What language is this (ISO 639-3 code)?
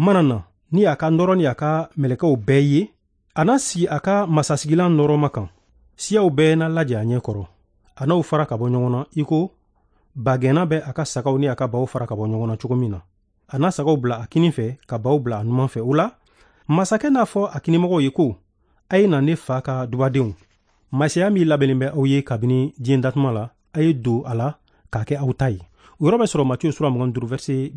bam